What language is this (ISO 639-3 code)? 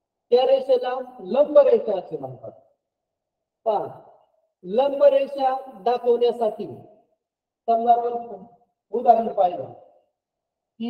mar